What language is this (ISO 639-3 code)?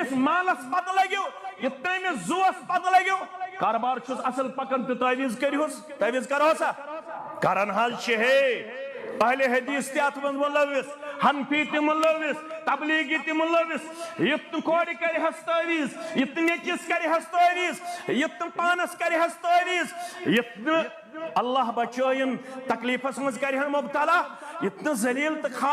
kas